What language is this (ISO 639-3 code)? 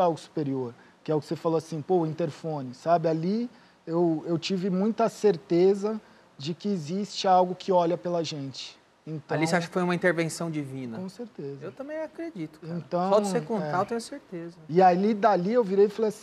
por